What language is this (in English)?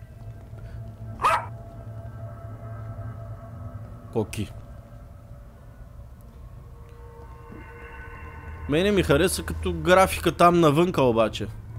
Bulgarian